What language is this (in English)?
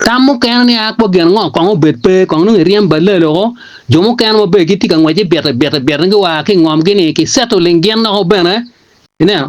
Acoli